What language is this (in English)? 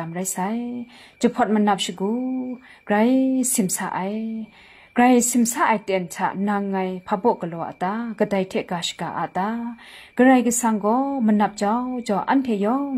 Kachin